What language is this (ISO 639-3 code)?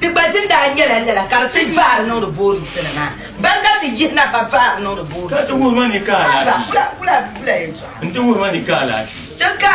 dag